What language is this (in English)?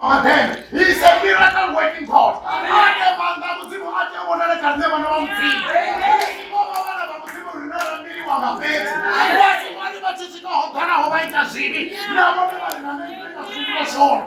Venda